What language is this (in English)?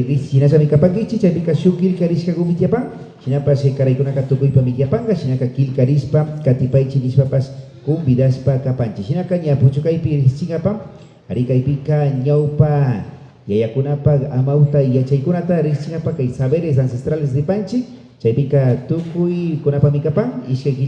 Imbabura Highland Quichua